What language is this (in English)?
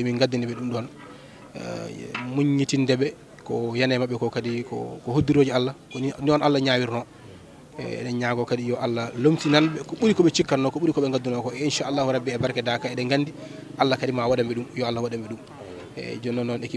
Fula